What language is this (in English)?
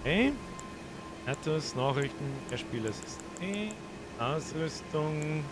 Bavarian